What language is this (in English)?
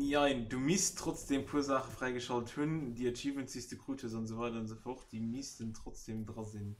Luxembourgish